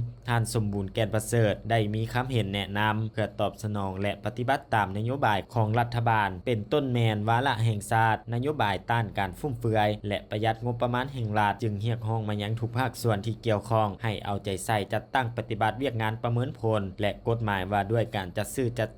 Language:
Lao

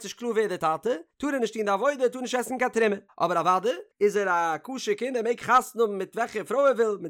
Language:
Yiddish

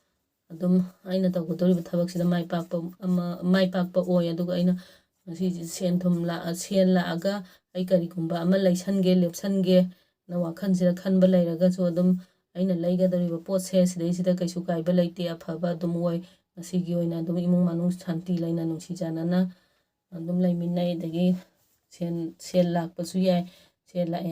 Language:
Manipuri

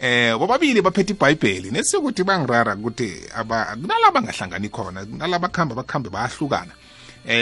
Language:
South Ndebele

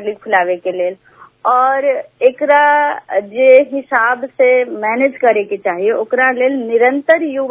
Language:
Bhojpuri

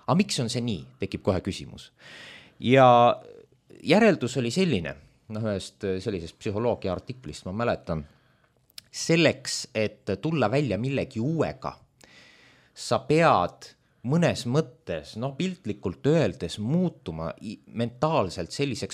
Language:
Estonian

